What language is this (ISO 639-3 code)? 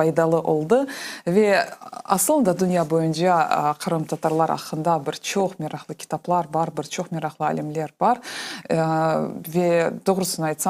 crh